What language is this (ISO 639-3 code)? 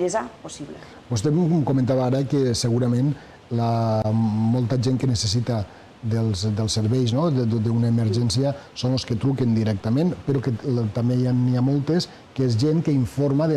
cat